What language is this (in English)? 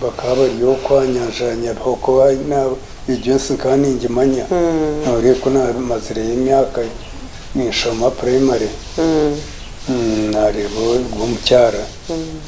Nyankole